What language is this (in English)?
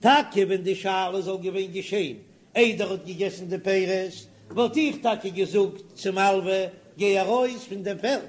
Yiddish